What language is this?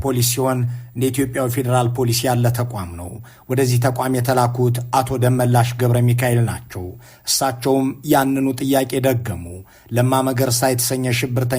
Amharic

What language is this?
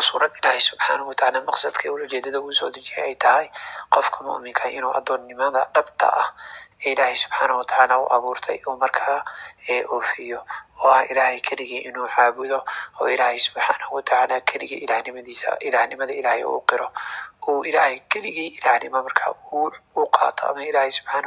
Somali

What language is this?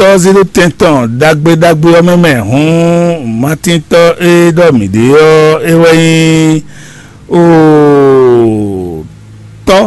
Fon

